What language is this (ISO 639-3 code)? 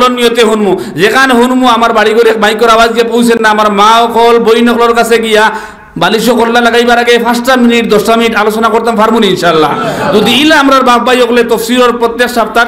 syl